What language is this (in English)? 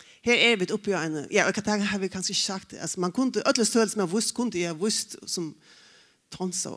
Faroese